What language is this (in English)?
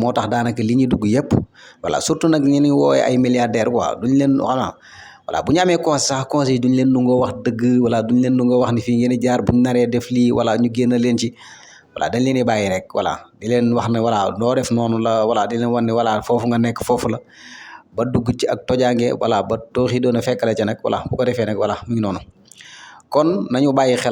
Wolof